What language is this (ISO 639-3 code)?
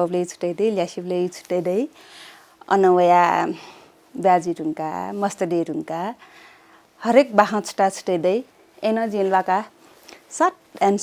new